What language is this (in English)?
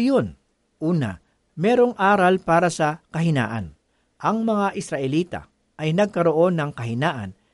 Filipino